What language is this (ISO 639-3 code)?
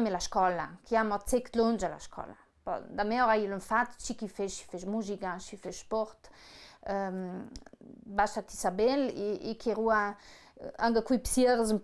lld